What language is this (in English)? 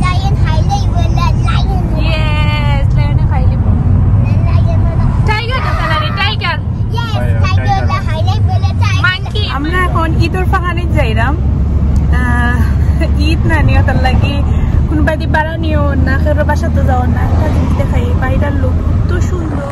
Sylheti